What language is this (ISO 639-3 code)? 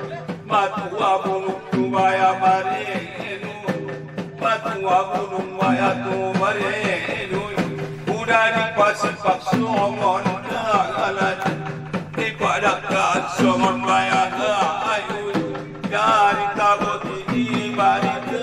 akb